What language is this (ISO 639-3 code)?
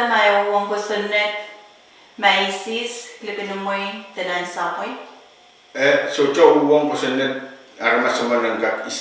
pon